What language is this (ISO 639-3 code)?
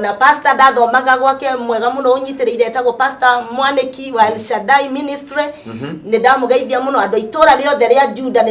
kik